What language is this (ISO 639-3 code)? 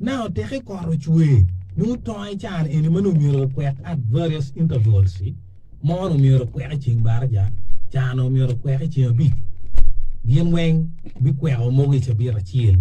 ach